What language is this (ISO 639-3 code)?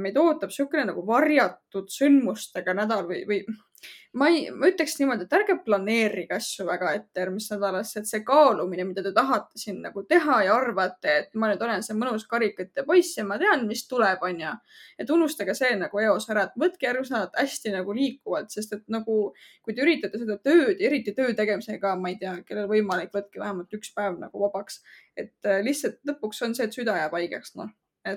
est